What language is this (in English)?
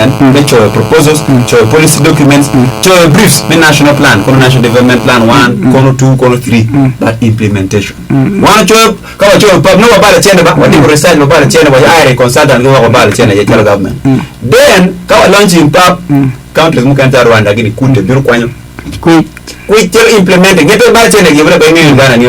Acoli